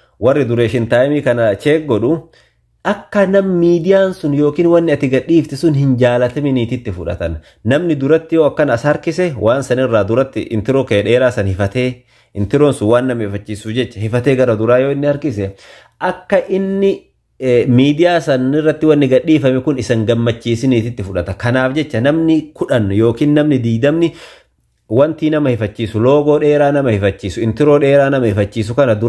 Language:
Oromo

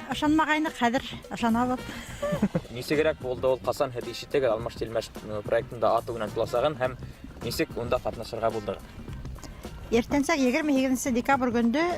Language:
Bashkir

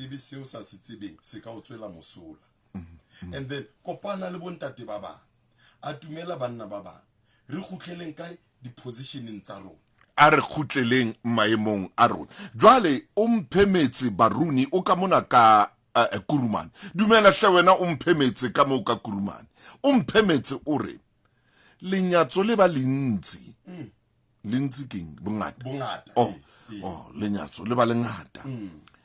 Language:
Southern Sotho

